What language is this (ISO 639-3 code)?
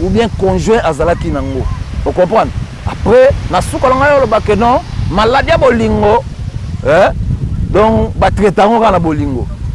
lin